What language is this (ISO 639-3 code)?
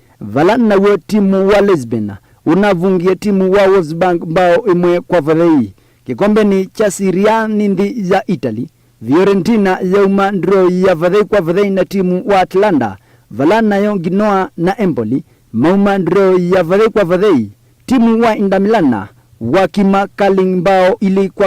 kam